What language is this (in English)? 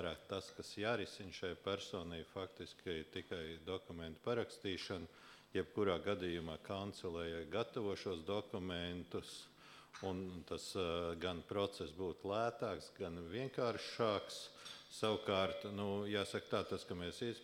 Latvian